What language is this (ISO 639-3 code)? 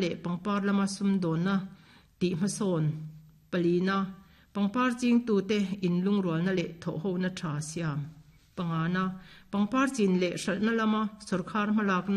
lus